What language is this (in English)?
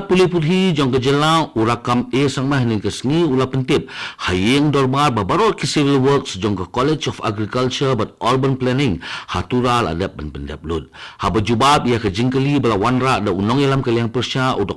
Khasi